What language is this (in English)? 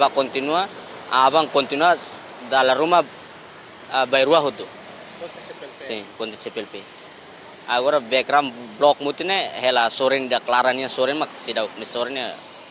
Tetum